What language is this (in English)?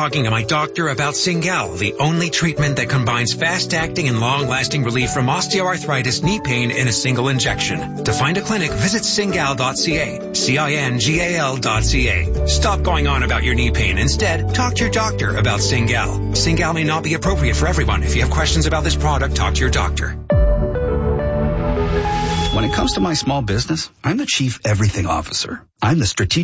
English